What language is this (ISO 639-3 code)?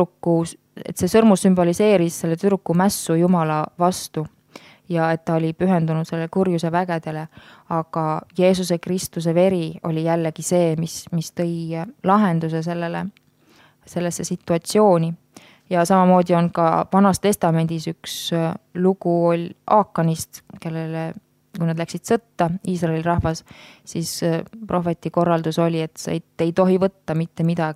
est